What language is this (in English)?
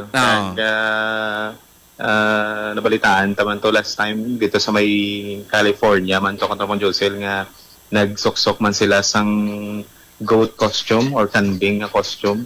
Hiligaynon